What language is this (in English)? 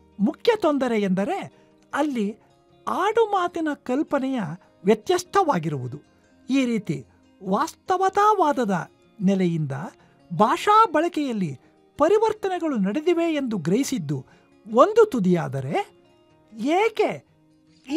Kannada